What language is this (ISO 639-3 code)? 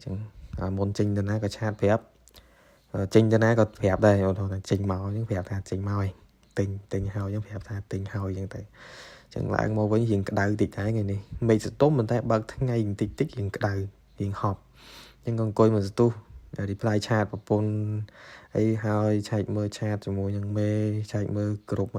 khm